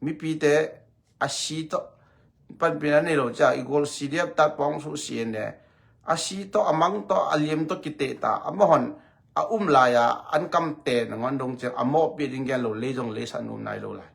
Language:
Tedim Chin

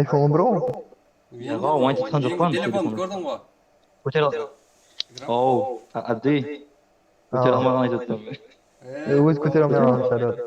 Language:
Kara-Kalpak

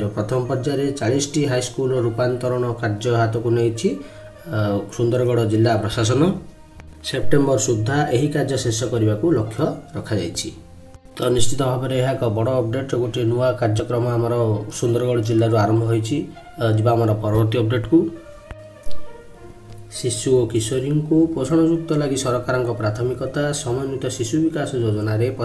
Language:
Odia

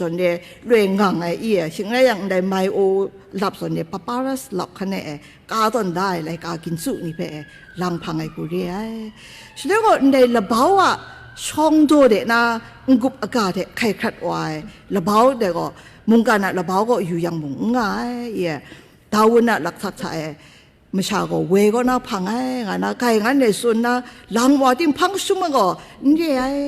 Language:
Kachin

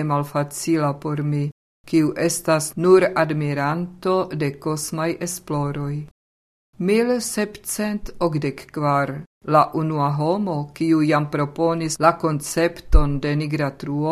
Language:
Esperanto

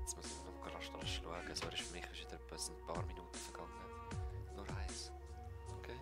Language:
Swiss German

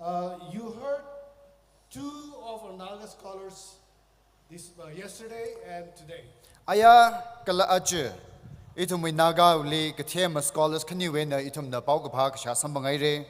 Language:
Tangkhul Naga (India)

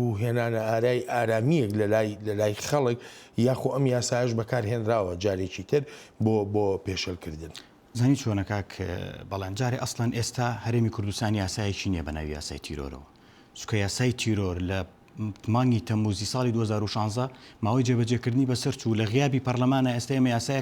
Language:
Central Kurdish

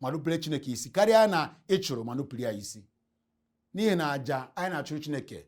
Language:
Igbo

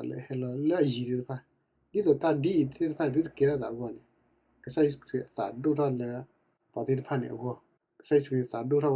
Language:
S'gaw Karen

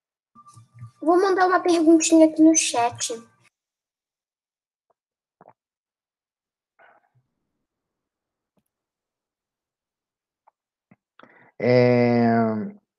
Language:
Portuguese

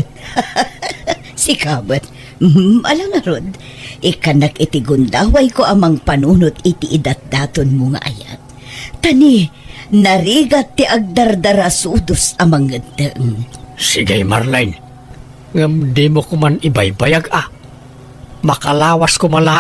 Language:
Iloko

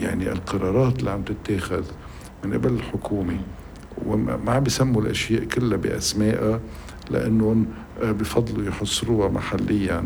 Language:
North Levantine Arabic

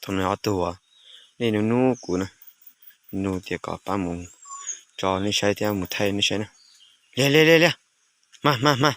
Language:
Hmong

